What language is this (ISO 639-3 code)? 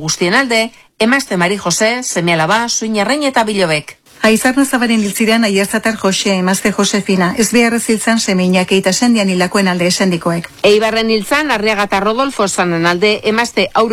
eus